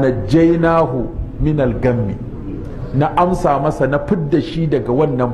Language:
Hausa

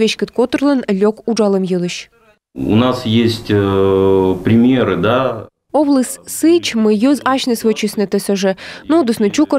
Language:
Komi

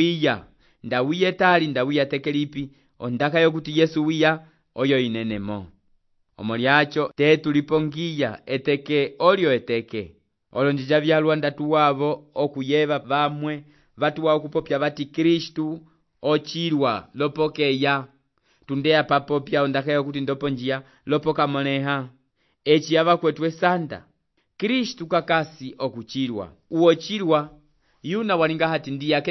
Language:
Umbundu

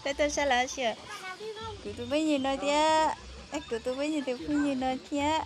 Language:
Hmong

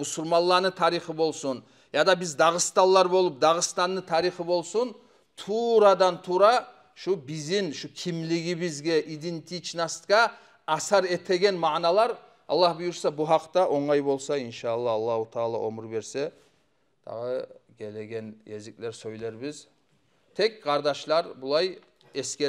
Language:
Kumyk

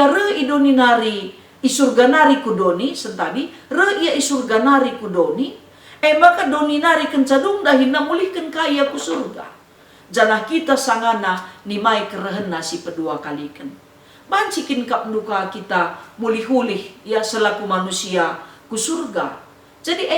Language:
Batak Karo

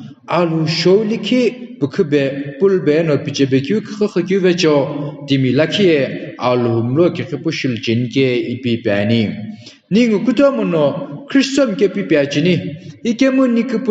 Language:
Sumi Naga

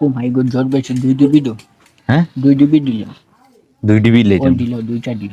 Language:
Sylheti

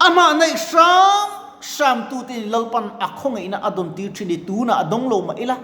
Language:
Mizo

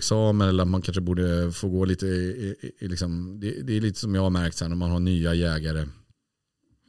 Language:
Swedish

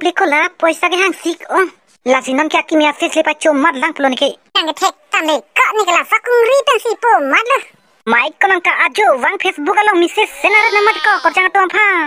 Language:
Karbi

